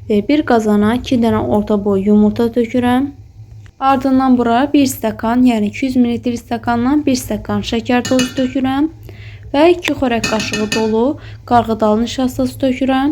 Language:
Azerbaijani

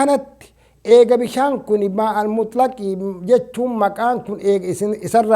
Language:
Oromo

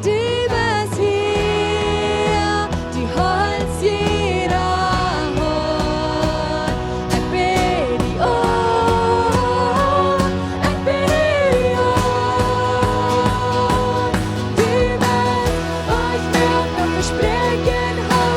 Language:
Plautdietsch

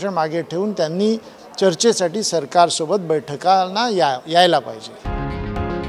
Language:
Marathi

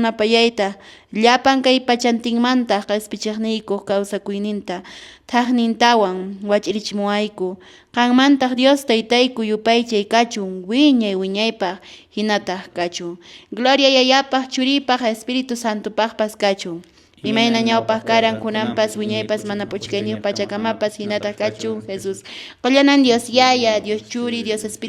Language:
Quechua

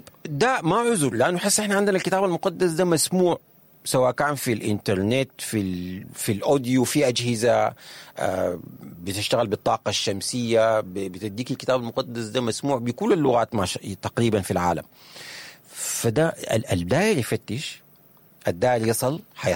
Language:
Sudanese Arabic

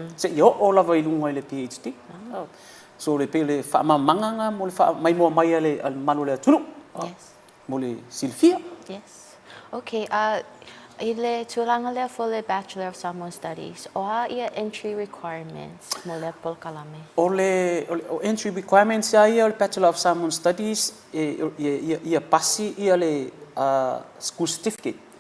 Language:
Samoan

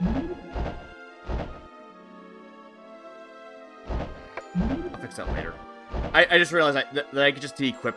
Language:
English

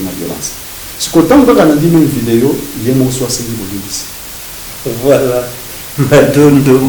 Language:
Lingala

